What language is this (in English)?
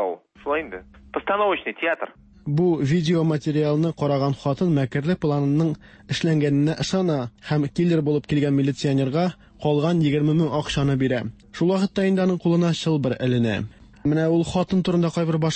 Tatar